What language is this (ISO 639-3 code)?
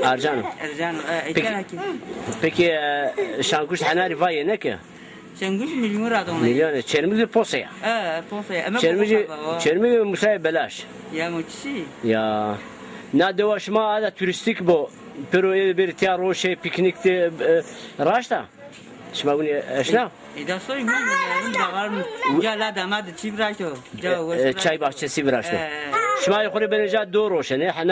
zza